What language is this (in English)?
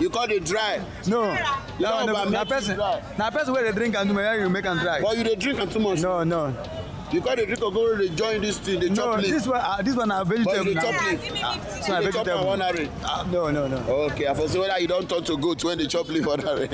Nigerian Pidgin